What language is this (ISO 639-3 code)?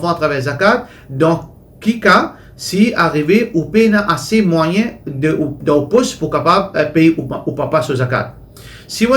mfe